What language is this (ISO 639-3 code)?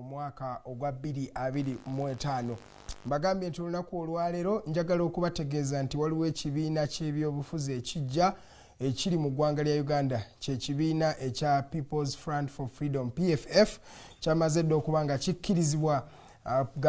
lug